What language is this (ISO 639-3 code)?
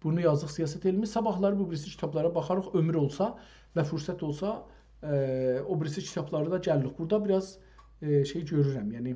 azb